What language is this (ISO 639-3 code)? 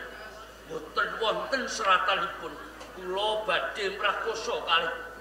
jav